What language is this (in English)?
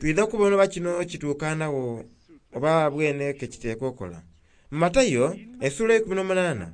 Soga